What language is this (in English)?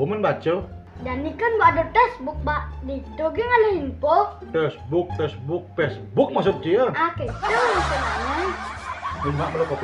Balinese